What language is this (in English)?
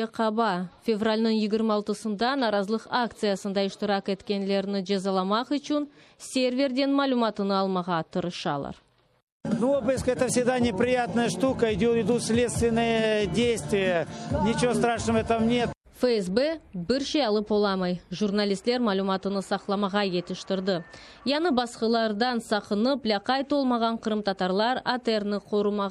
Crimean Tatar